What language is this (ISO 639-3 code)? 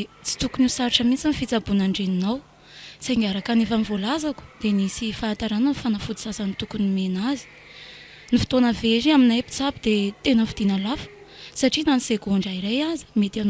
mlg